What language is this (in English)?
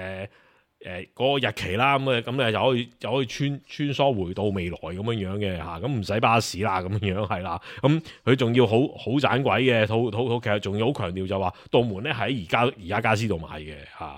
Cantonese